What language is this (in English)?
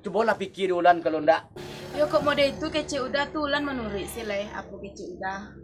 Minangkabau